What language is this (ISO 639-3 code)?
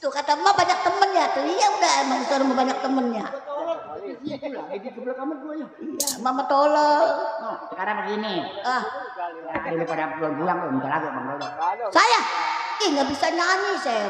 bew